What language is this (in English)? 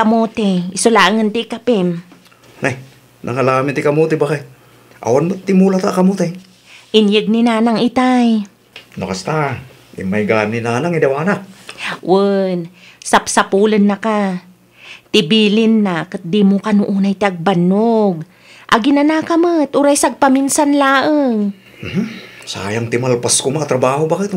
Iloko